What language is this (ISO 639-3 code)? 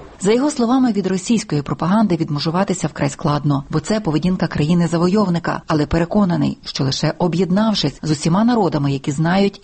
ukr